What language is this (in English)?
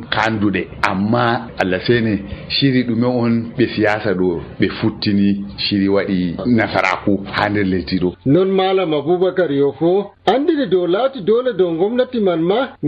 Nigerian Fulfulde